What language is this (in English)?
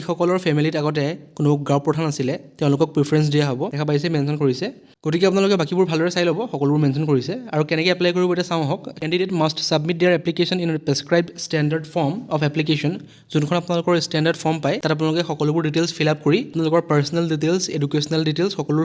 Assamese